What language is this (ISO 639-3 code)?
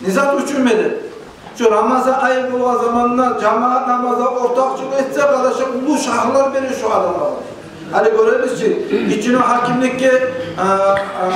kum